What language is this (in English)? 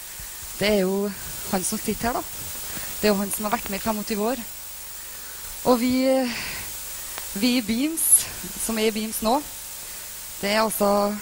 Norwegian